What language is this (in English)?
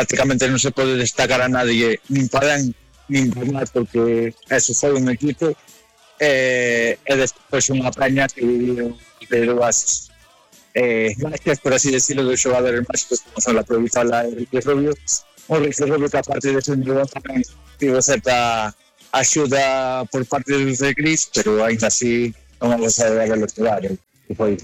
Galician